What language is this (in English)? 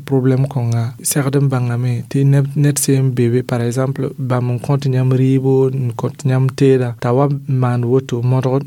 Mossi